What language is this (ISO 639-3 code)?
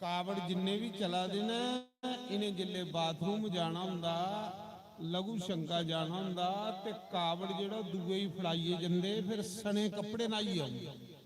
doi